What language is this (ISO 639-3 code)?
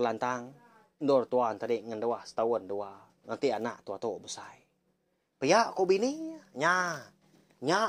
iba